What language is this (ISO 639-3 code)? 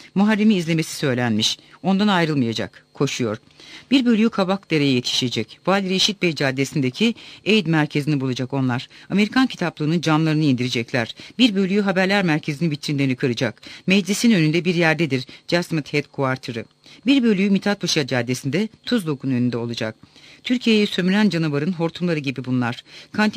tur